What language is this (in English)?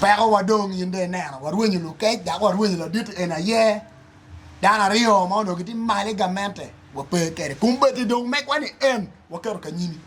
Acoli